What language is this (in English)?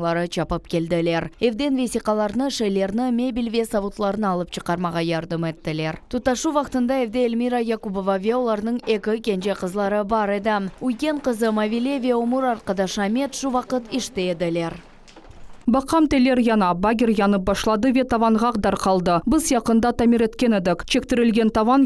Crimean Tatar